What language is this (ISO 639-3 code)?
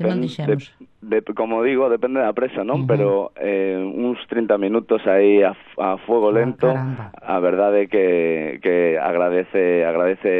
glg